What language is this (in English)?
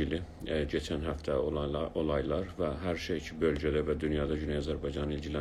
South Azerbaijani